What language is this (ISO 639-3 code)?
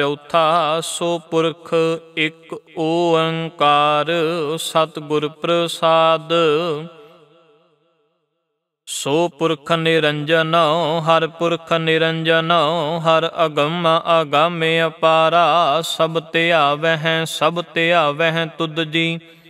pan